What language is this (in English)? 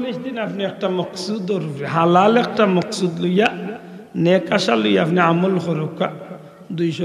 Sylheti